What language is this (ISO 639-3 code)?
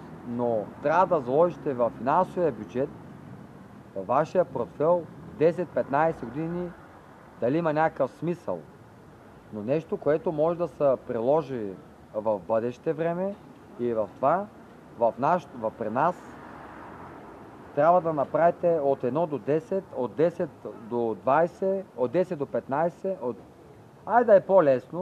bul